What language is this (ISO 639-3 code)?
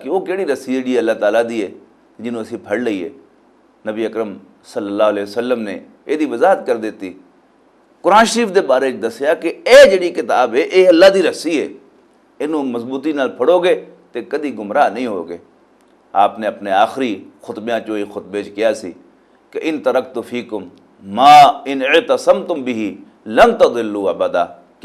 lah